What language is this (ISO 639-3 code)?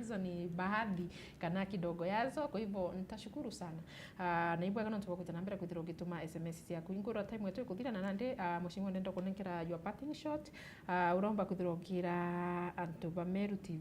mer